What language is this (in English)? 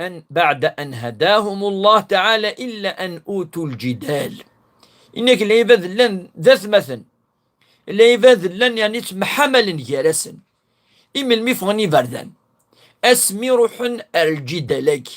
Kabyle